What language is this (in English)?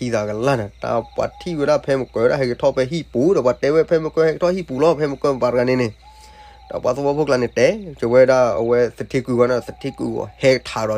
S'gaw Karen